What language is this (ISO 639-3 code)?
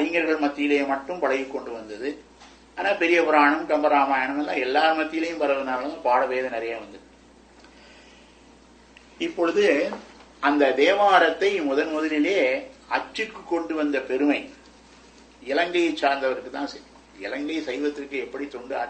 tam